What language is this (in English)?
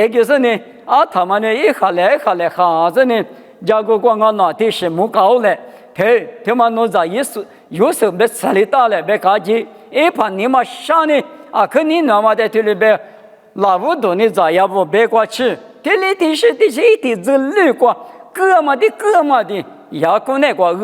Lisu